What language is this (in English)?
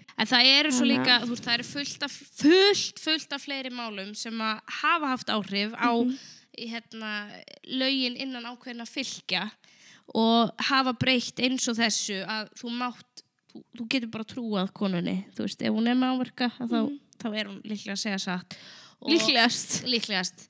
Icelandic